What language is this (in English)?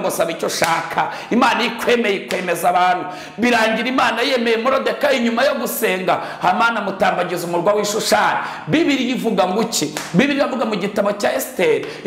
Kinyarwanda